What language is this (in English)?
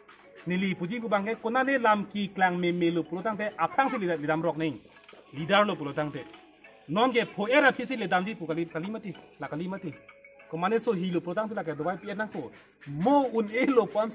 Karbi